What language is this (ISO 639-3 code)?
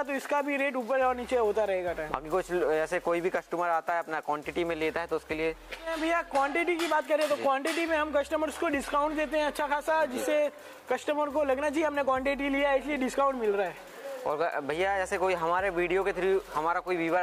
hin